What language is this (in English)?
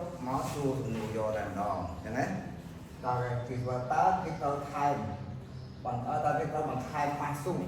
Khmer